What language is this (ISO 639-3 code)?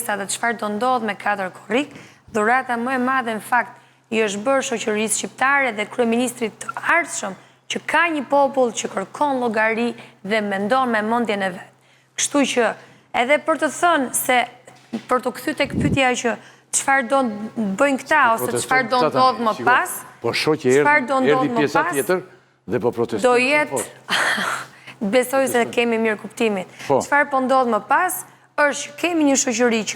sqi